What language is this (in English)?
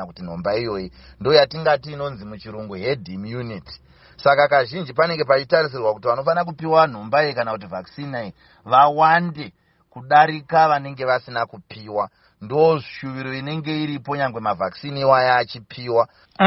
Shona